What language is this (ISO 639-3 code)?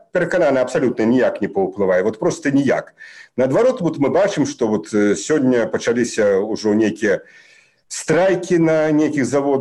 bel